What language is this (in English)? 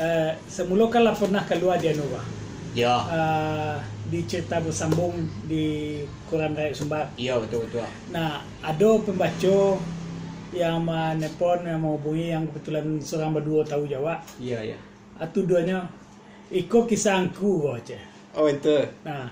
Minangkabau